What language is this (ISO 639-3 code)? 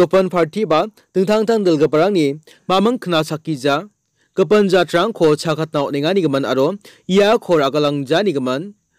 grt